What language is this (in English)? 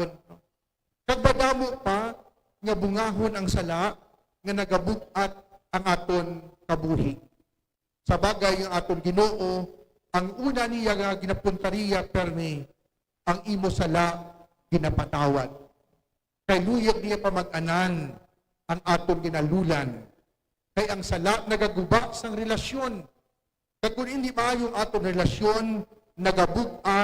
Hiligaynon